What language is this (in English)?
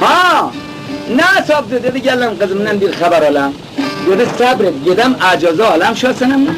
Khorasani Turkish